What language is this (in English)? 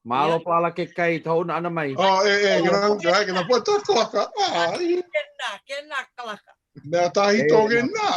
Hawaiian